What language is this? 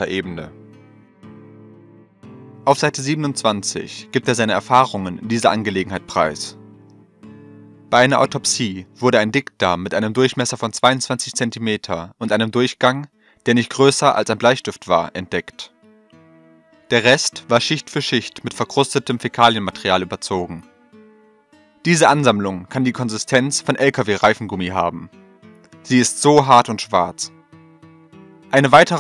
German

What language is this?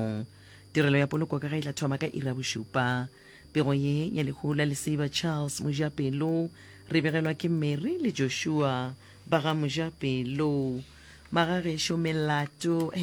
Northern Sotho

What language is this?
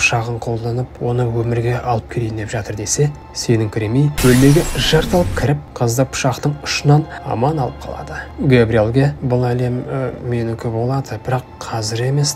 Kazakh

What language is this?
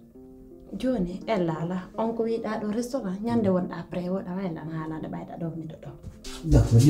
Pular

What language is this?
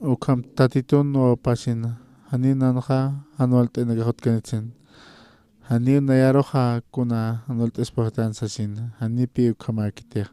Aymara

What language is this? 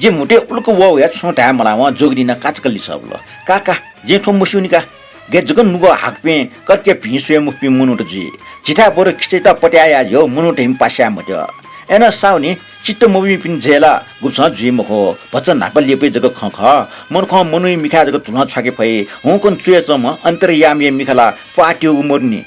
Newari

